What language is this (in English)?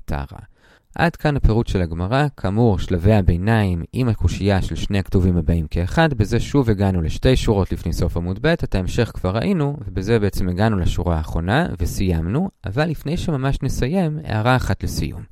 Hebrew